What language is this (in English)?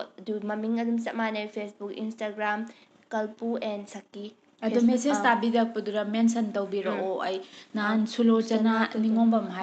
Manipuri